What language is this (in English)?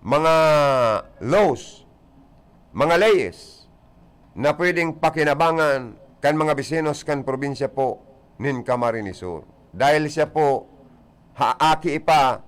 Bikol